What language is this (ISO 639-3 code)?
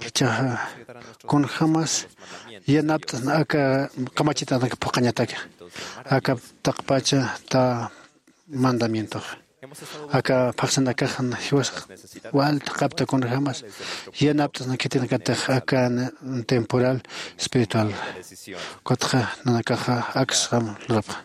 aym